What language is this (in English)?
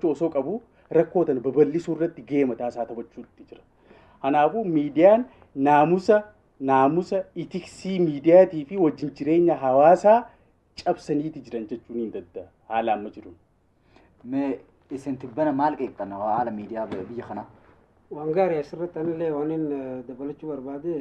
Oromo